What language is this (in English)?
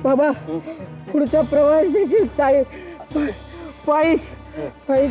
Marathi